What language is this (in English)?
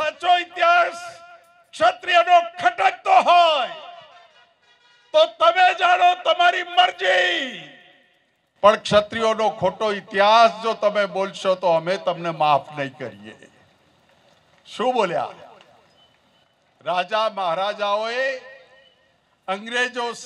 Gujarati